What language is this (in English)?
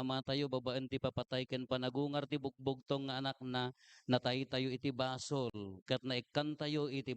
Iloko